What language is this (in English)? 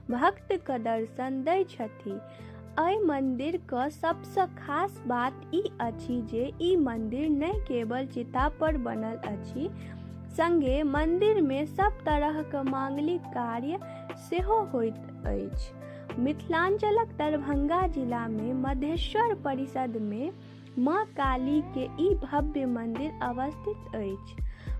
Maithili